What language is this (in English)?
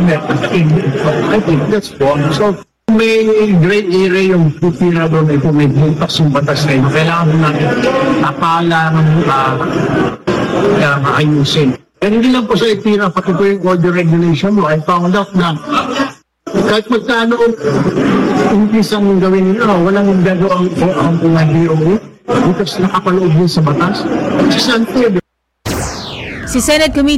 Filipino